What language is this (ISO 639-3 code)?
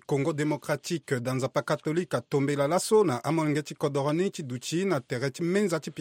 sag